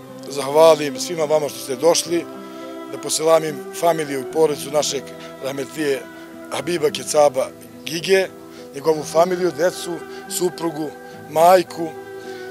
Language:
Bosnian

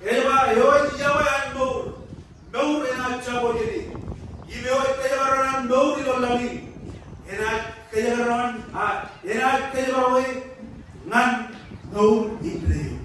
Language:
Marshallese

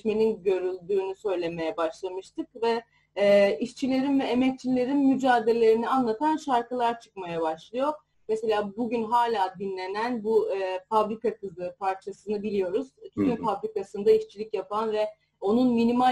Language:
Turkish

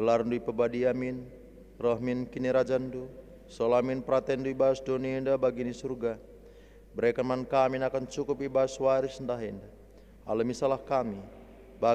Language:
Batak Karo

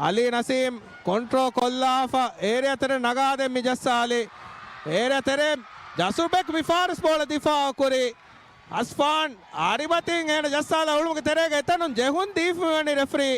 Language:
Divehi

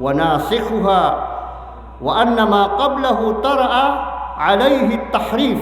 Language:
Maranao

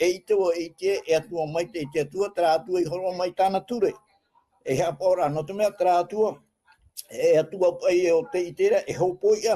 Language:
Tahitian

